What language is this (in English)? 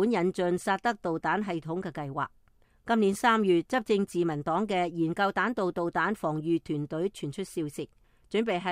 Cantonese